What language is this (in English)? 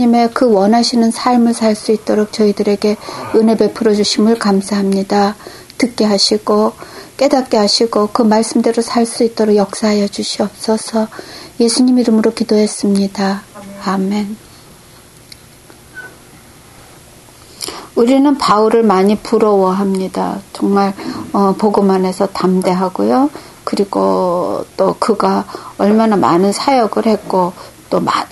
Korean